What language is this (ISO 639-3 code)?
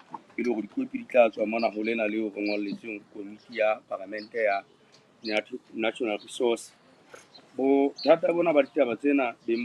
sot